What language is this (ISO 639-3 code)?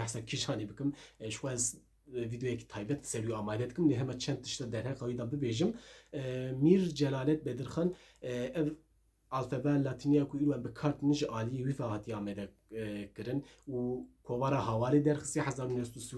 kur